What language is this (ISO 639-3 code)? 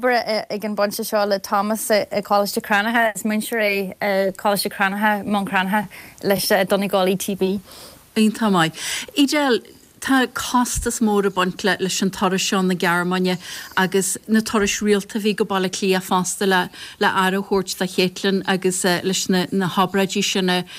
gle